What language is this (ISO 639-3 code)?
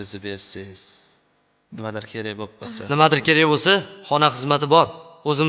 uzb